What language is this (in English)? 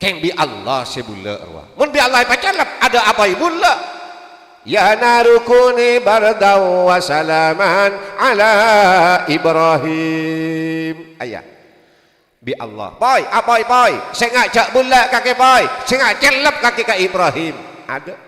Madurese